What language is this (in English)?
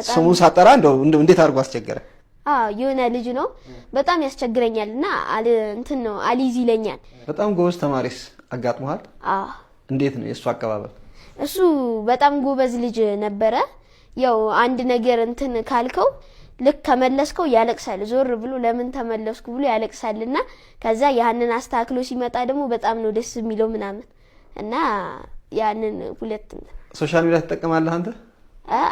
Amharic